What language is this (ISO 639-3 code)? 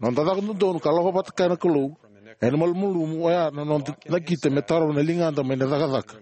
fij